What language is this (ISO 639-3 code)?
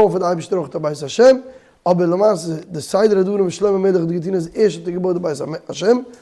yid